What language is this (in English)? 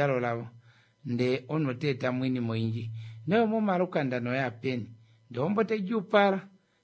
Kuanyama